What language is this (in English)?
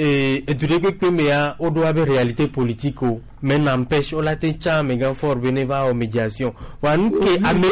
Gen